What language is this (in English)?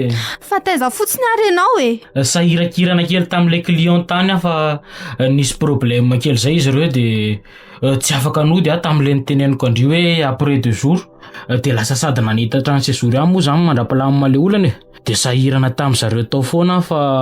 Malagasy